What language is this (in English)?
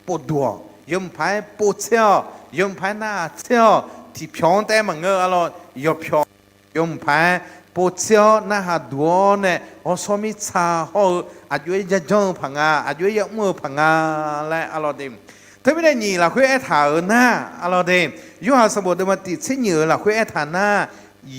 Akha